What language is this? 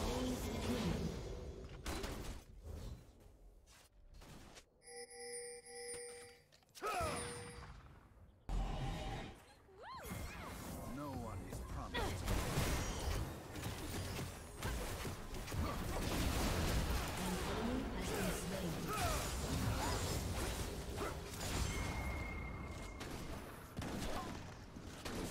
English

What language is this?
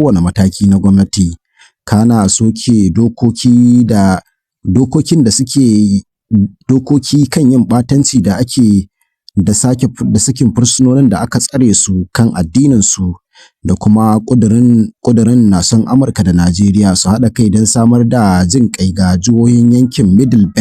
Hausa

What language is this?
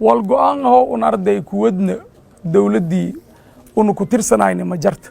Somali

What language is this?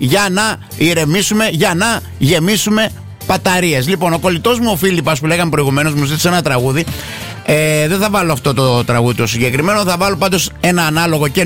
Greek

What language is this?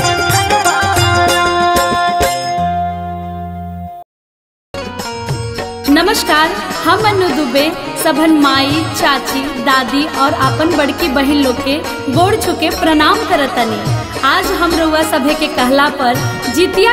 Bhojpuri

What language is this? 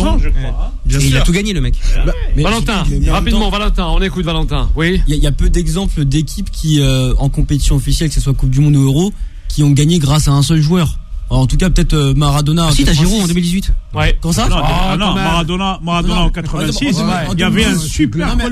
French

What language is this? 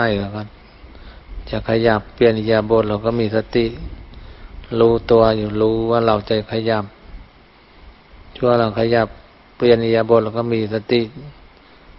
Thai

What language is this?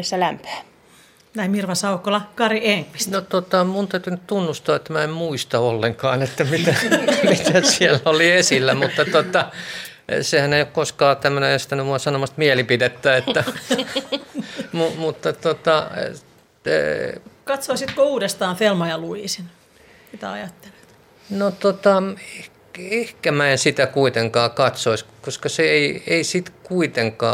Finnish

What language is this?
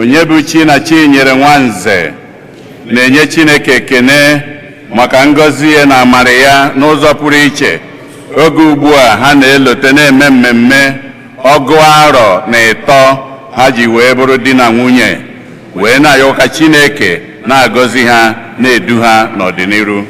Igbo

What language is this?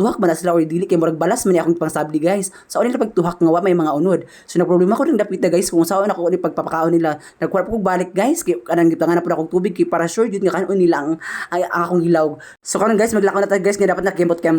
Cebuano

